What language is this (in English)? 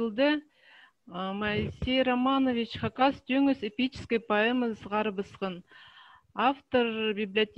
Khakas